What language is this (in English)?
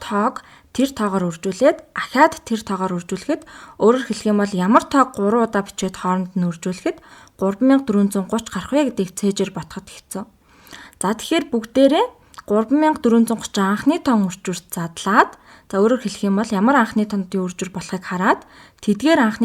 Mongolian